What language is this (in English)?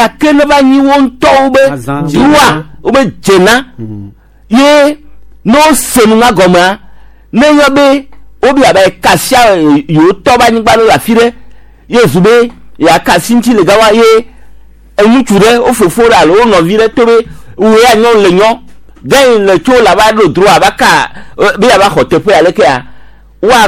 Gen